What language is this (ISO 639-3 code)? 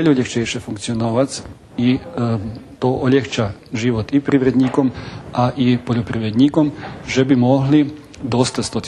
rue